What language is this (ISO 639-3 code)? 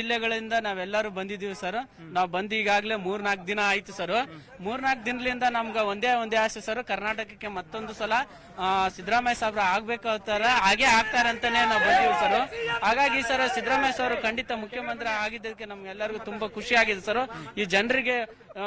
kan